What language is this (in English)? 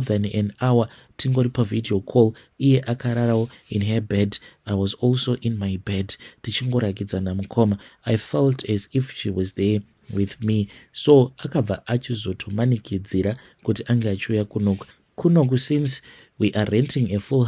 Shona